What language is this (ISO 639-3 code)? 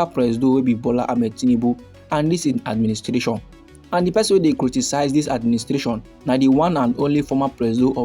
pcm